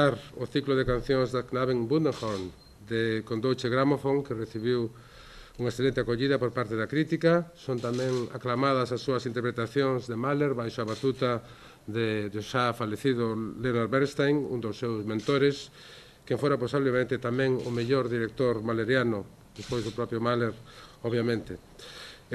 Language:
Galician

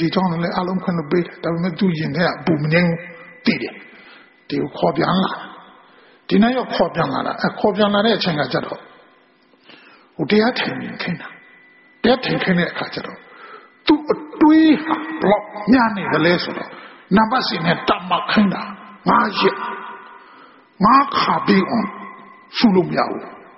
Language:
Burmese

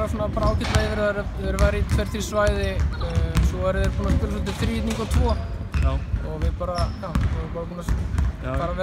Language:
Icelandic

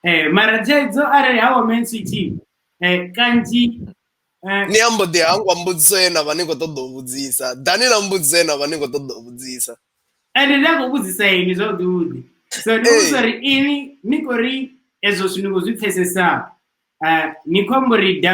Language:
Venda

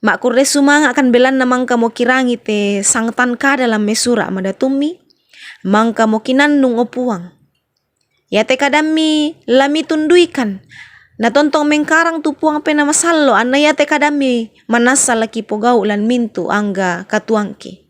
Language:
Toraja-Sa'dan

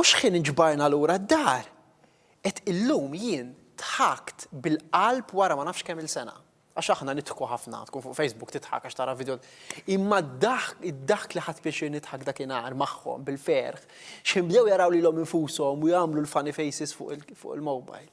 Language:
Maltese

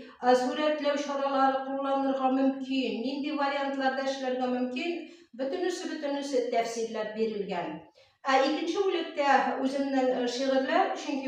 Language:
Tatar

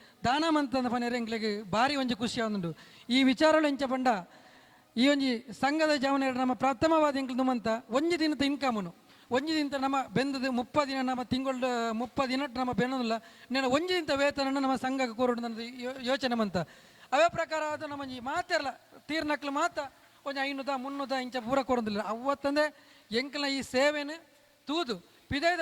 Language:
Tulu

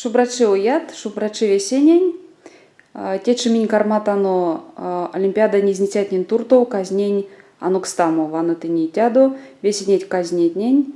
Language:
Erzya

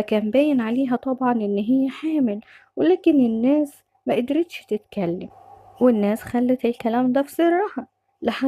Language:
Egyptian Arabic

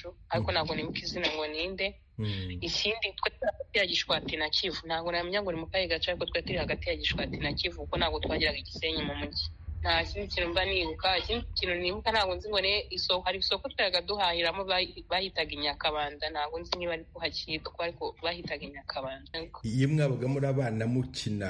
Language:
Kinyarwanda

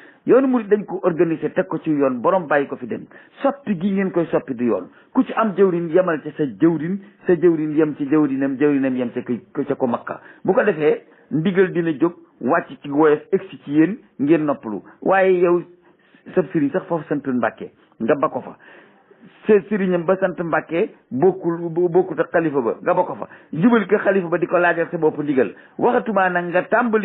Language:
Wolof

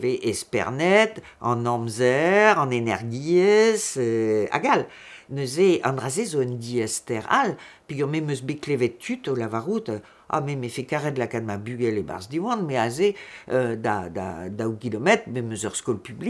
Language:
Breton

